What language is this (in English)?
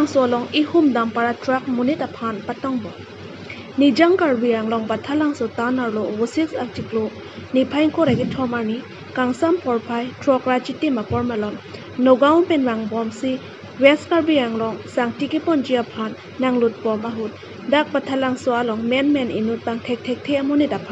Karbi